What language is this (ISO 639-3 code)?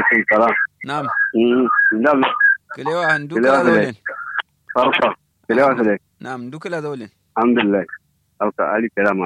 kau